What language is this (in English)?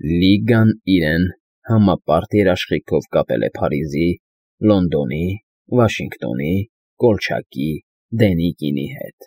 Armenian